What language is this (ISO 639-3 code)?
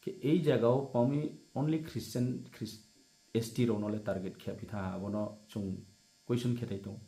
ria